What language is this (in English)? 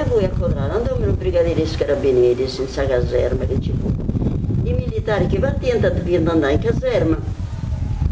Sardinian